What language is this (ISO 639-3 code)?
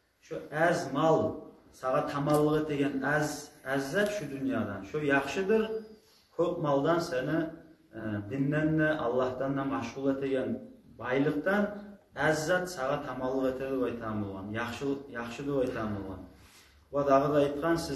kum